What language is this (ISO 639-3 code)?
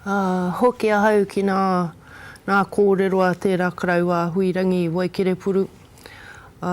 mri